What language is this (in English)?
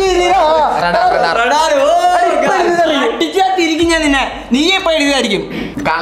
Malayalam